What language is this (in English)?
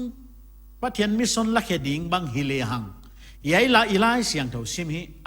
Paite Chin